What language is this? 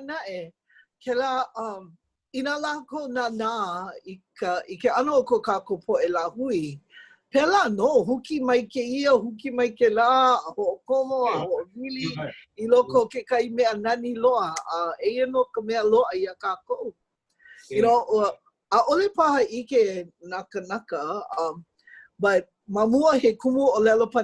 Hawaiian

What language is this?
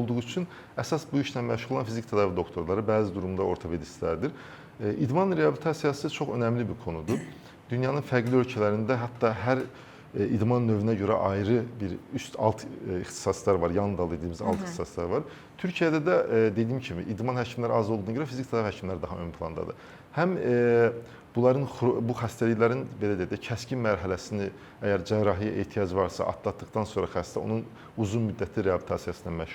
Azerbaijani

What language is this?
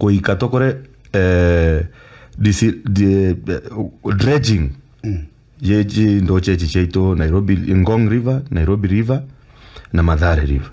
Gusii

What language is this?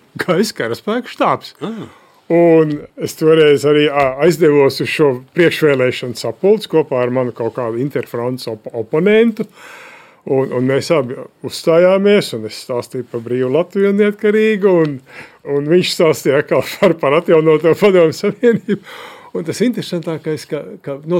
Latvian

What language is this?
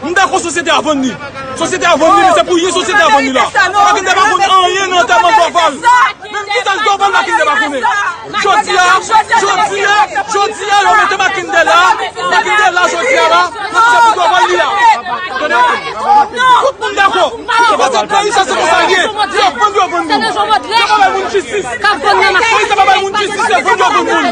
Haitian Creole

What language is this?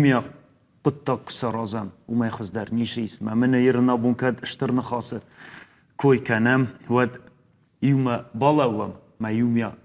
Ossetic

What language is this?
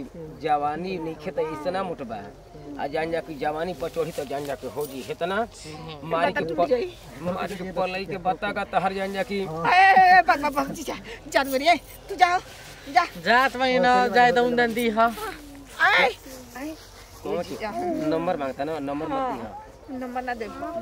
Bhojpuri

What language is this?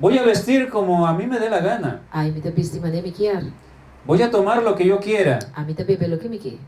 Papiamento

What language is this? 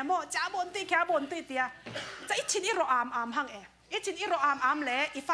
Falam Chin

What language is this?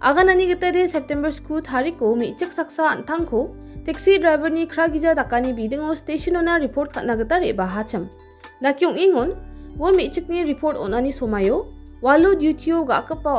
Garo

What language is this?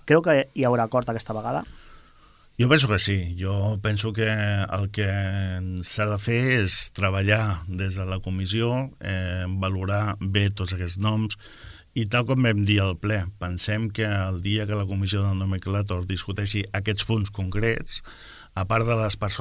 Catalan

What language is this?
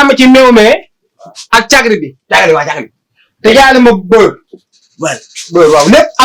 Wolof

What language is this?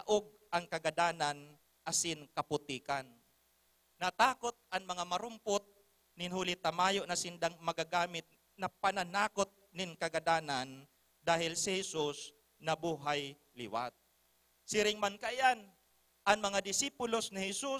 Bikol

